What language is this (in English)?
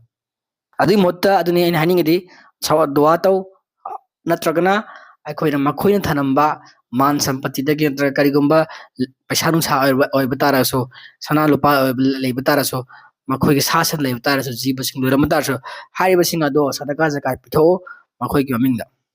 Manipuri